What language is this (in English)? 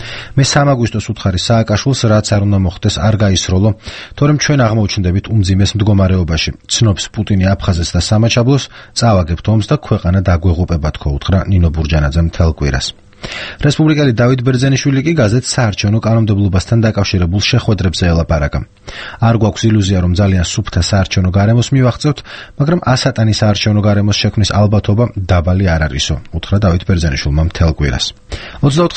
Georgian